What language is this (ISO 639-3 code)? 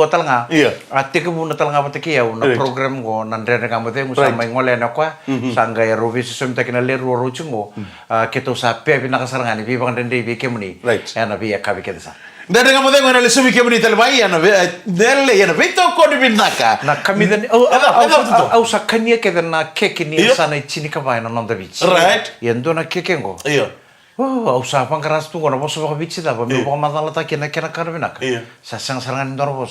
fij